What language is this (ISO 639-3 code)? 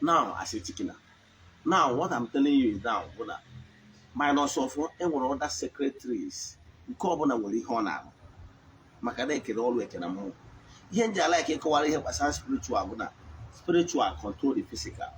ibo